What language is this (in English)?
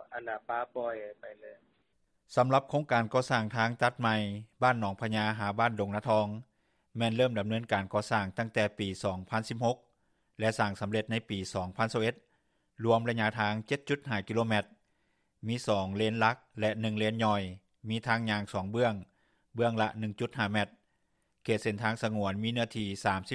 Lao